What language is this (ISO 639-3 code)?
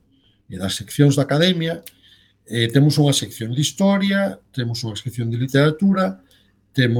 glg